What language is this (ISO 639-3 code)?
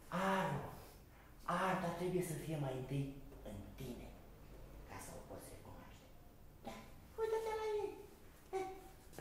ron